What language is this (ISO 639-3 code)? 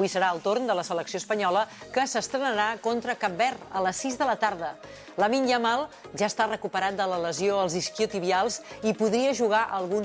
cat